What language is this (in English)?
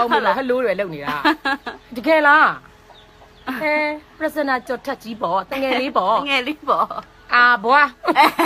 Burmese